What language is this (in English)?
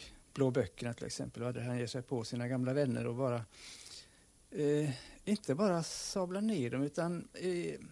Swedish